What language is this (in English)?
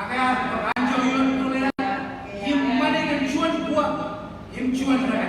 Marshallese